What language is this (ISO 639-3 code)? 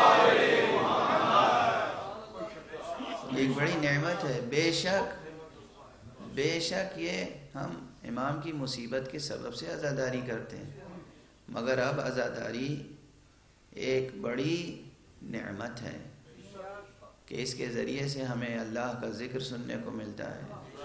urd